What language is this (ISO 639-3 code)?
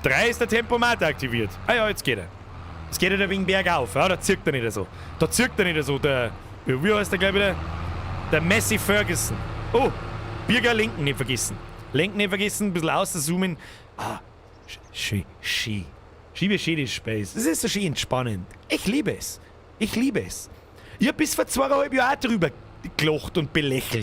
bar